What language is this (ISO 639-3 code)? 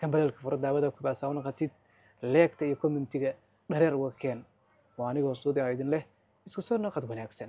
som